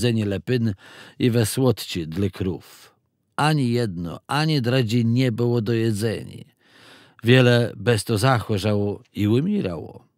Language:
Kashubian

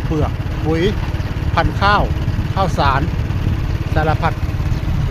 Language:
Northeastern Thai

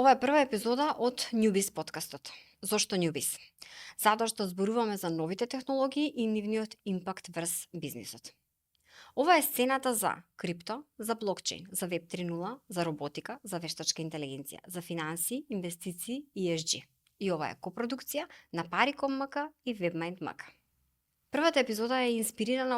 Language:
Macedonian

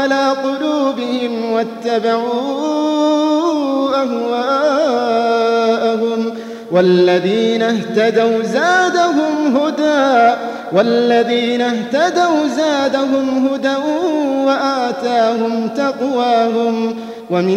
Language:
Arabic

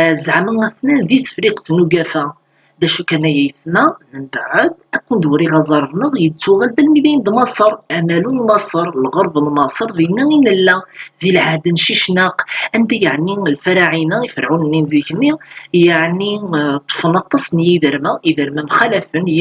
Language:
Kabyle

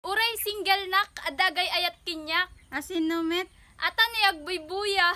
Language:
Iloko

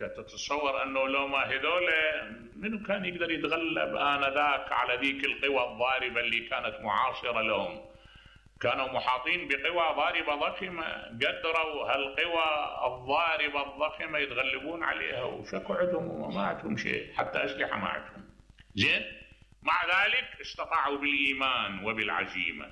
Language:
Mesopotamian Arabic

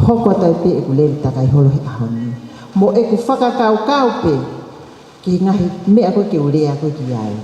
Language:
Tongan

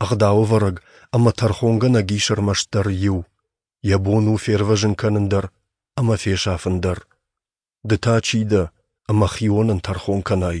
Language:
Ossetic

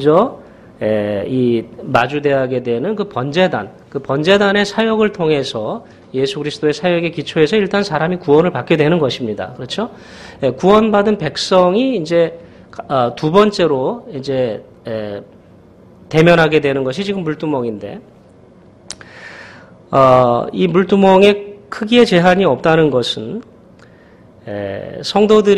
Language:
Korean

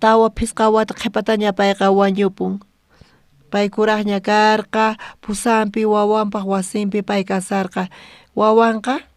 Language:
South Bolivian Quechua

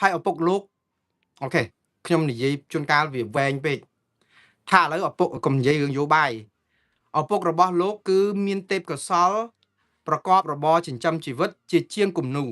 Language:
Khmer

